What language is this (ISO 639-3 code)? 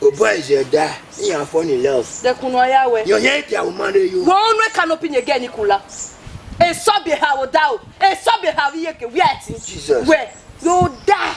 bin